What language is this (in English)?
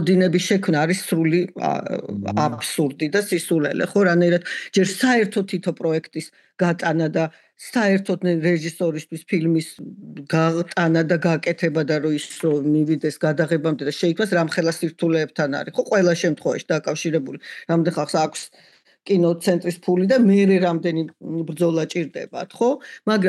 Georgian